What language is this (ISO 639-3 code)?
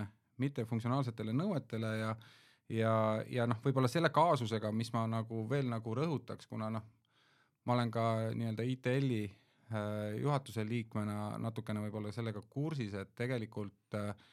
est